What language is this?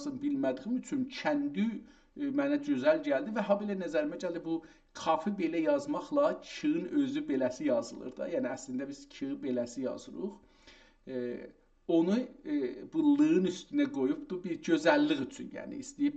South Azerbaijani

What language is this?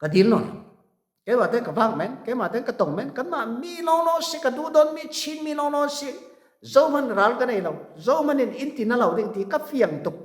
Falam Chin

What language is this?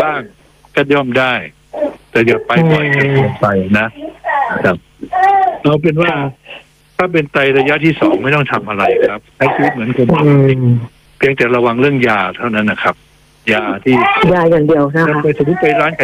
Thai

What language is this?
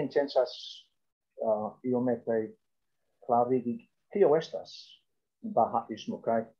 Esperanto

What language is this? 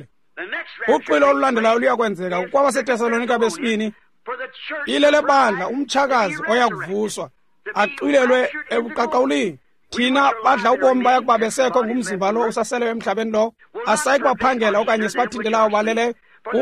Xhosa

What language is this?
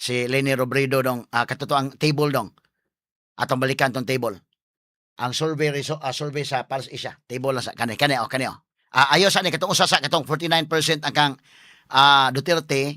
Cebuano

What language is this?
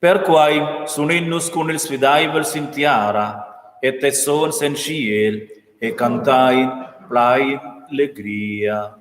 Romansh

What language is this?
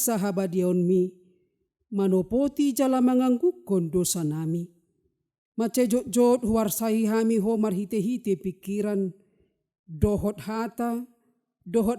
Batak Toba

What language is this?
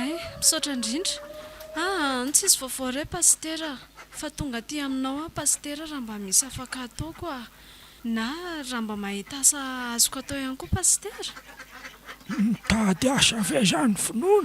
Malagasy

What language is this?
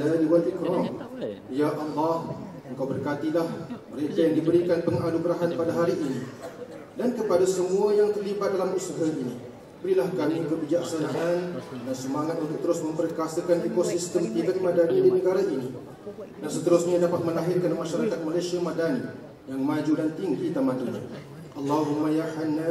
Malay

